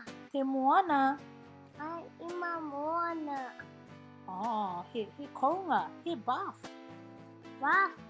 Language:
Māori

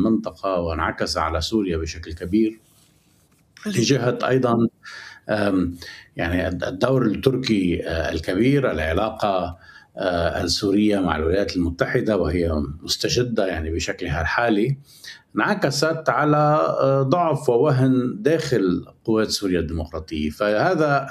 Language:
Arabic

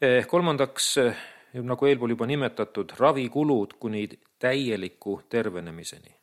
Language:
Estonian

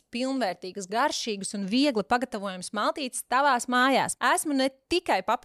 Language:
Latvian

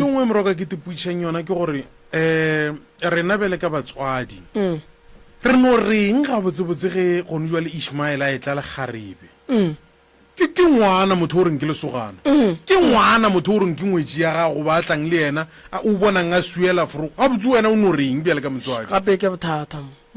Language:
Northern Sotho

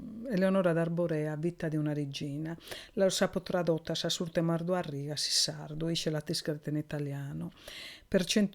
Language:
Sardinian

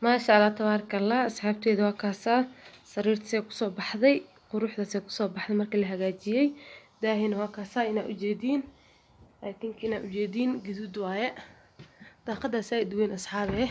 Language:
Somali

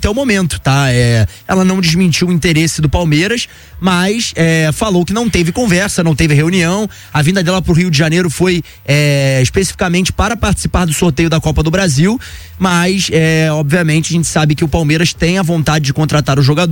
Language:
Portuguese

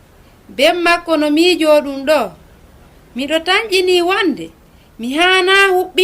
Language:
Fula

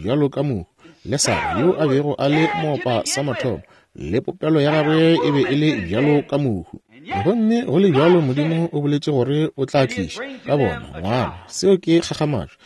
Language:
Northern Sotho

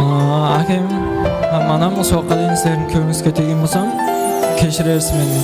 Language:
Kara-Kalpak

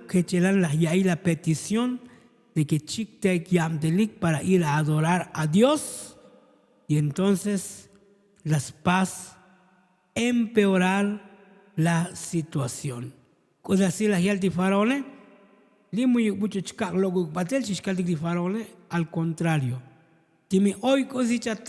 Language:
Tzotzil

